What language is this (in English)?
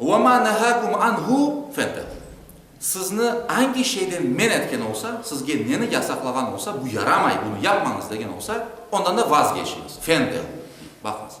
Crimean Tatar